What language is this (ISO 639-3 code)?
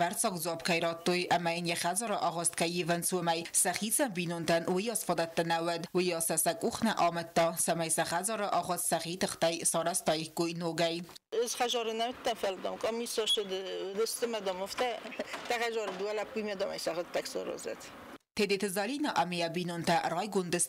oss